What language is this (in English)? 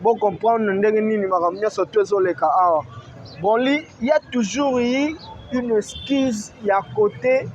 Lingala